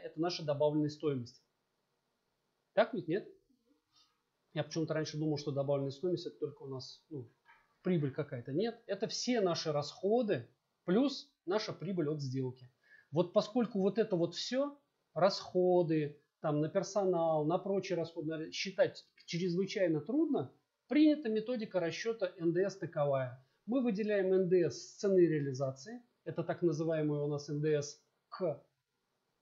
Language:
Russian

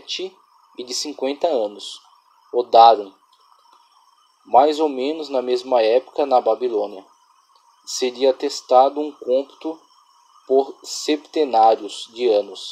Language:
Portuguese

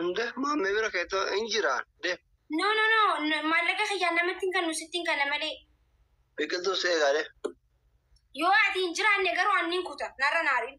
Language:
Oromo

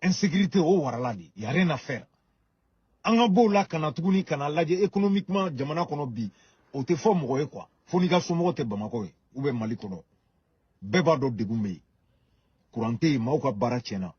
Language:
Bambara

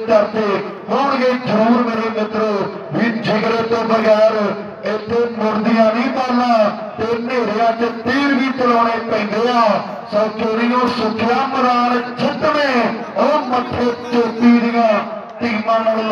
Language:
Punjabi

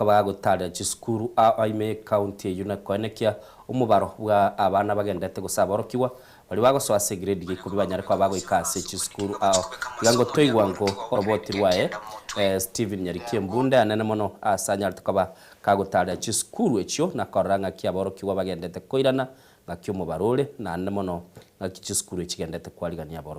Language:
Gusii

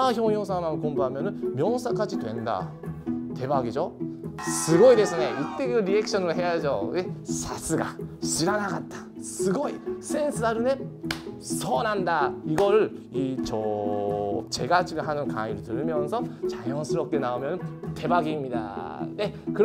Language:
Korean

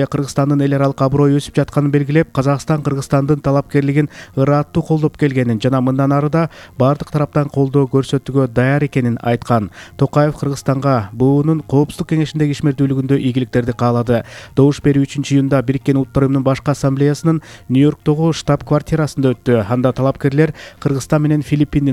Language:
Kyrgyz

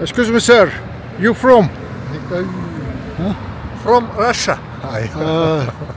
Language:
Yakut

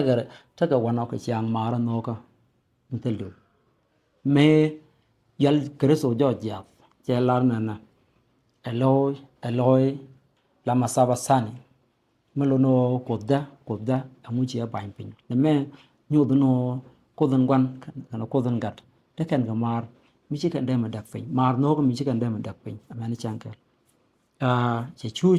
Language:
Nuer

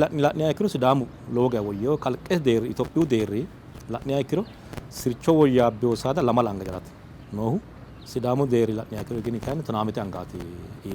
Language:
Sidamo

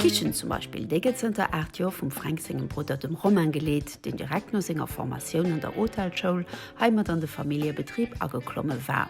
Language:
Luxembourgish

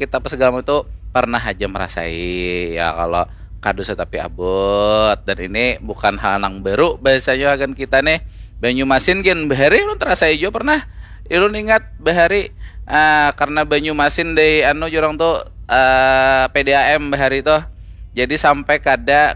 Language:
Banjar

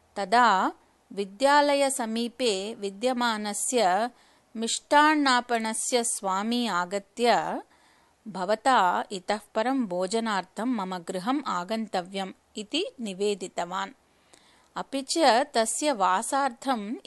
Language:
Sanskrit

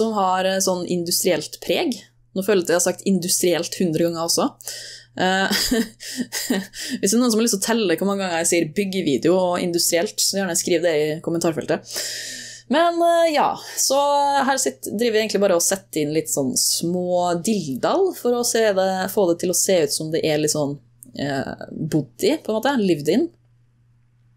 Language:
Norwegian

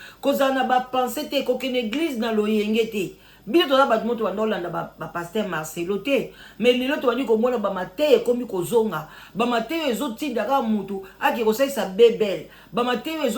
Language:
Lingala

